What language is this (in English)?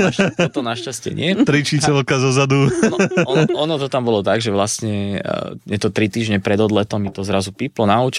Slovak